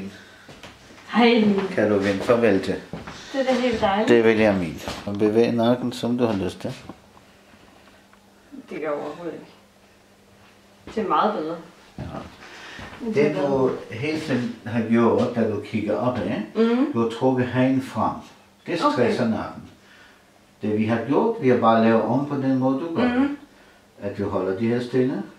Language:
Danish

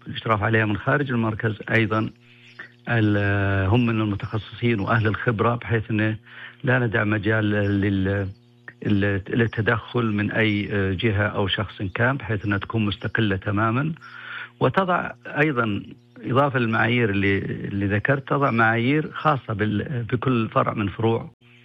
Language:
Najdi Arabic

